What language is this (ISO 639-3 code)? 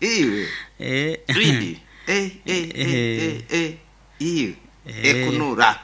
nyo